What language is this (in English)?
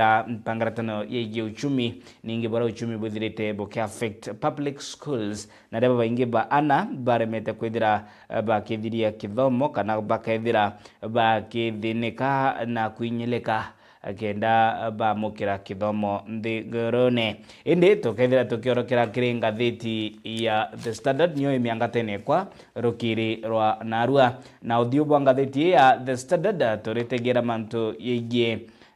Meru